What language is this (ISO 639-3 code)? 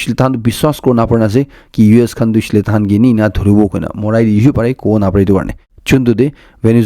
nag